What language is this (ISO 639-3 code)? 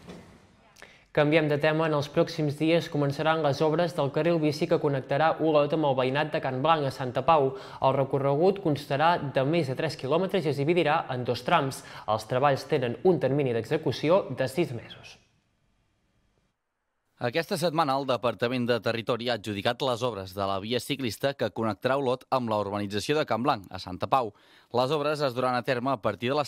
cat